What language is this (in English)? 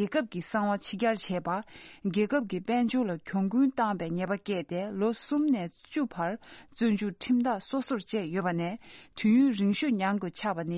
Tibetan